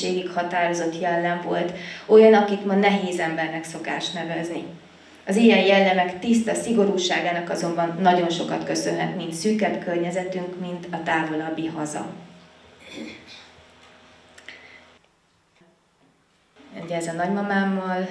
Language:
Hungarian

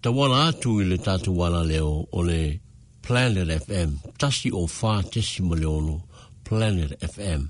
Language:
Samoan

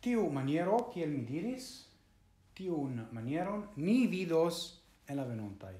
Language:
Esperanto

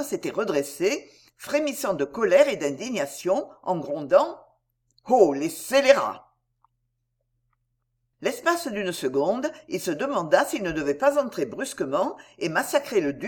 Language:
French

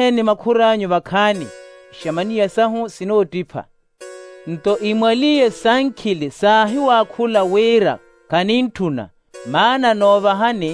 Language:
Makhuwa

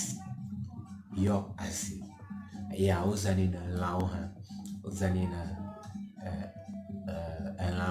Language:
Ewe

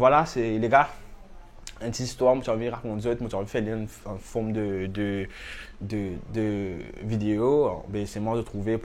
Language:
Morisyen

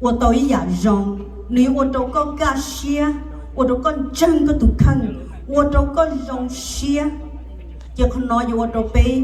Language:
Hmong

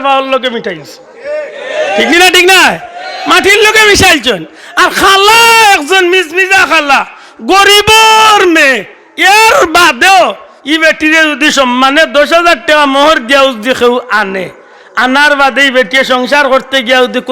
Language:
Sylheti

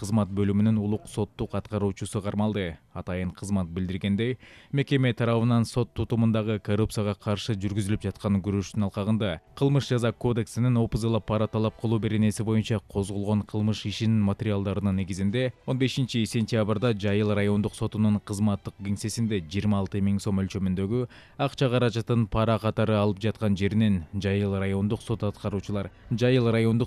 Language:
Kyrgyz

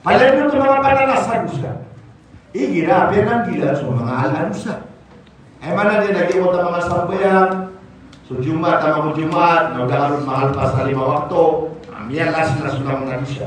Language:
Maranao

